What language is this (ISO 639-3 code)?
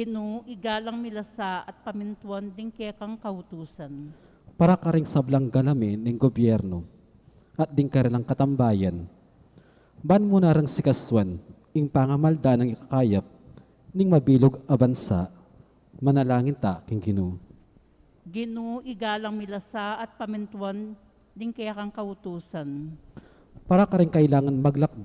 pam